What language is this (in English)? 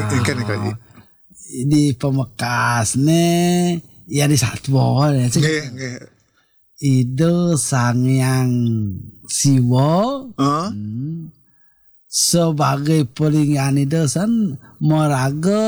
Balinese